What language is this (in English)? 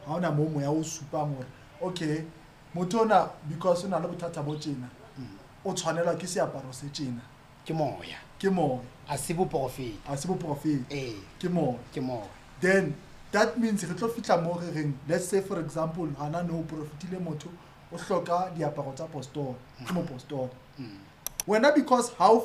Southern Sotho